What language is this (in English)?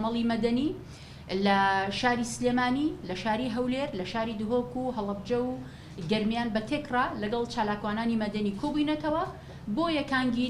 Central Kurdish